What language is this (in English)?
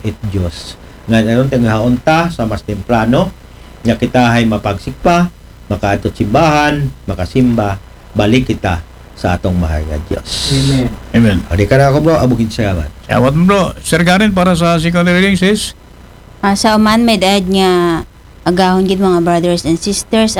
Aklanon